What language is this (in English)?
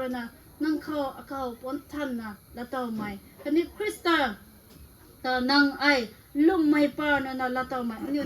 Rongmei Naga